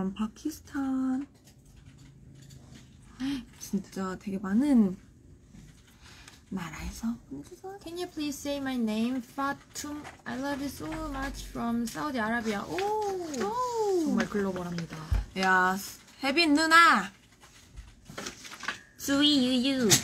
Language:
Korean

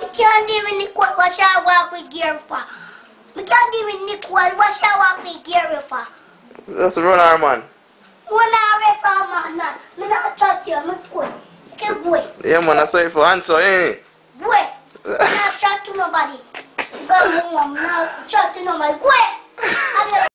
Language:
Jamaican Creole English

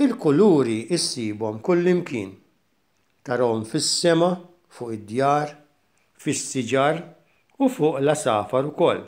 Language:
Maltese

